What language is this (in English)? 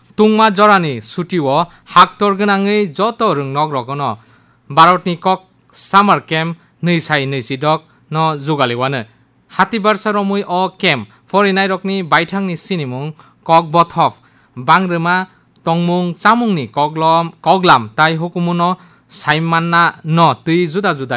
Kok Borok